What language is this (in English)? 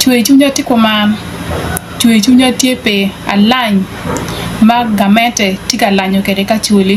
Acoli